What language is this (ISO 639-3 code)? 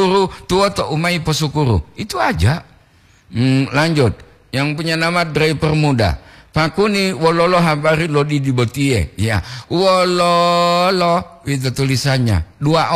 gor